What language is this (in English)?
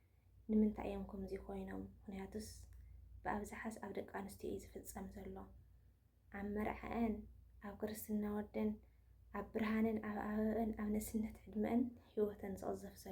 Tigrinya